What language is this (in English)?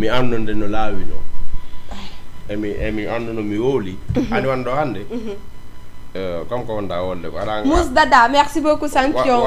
Fula